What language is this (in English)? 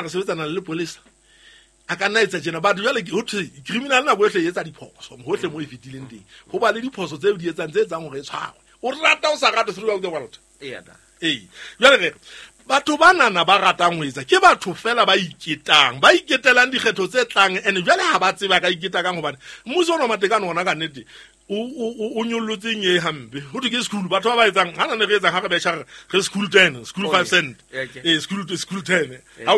Southern Sotho